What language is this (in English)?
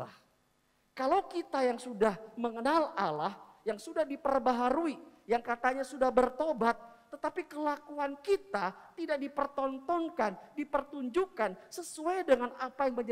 Indonesian